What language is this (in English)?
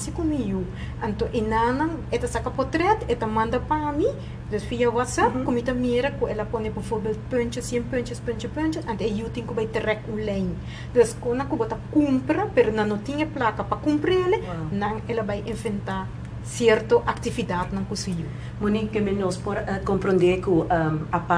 Papiamento